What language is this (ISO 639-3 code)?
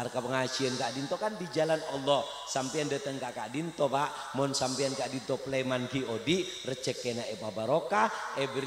mad